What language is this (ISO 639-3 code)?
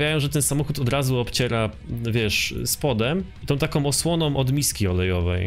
pol